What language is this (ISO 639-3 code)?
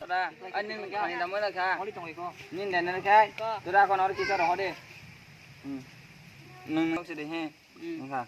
trp